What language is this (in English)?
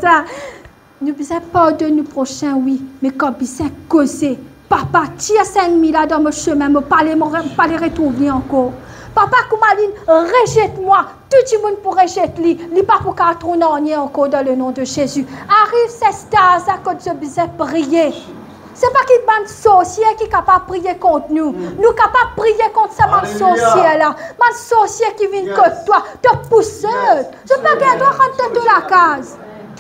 Morisyen